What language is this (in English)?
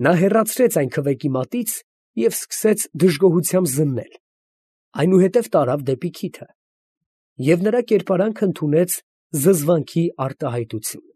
Armenian